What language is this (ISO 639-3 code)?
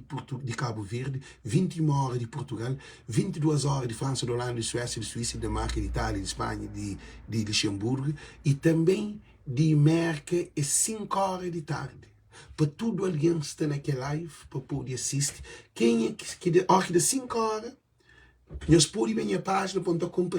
kea